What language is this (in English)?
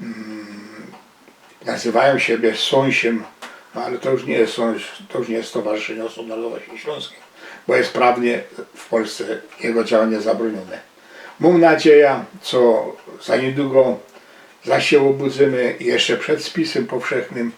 Silesian